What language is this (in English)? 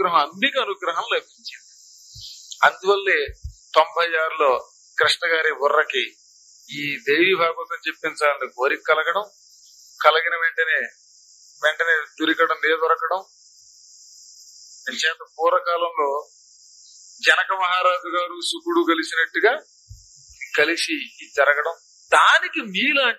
Telugu